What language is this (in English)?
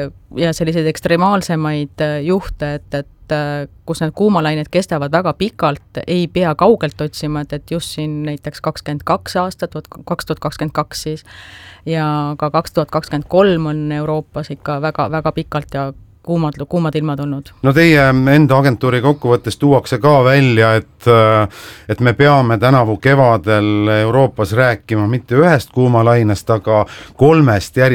Estonian